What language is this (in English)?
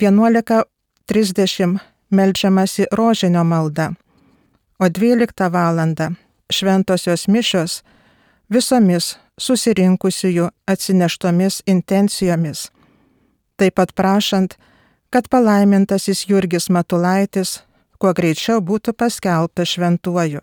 Lithuanian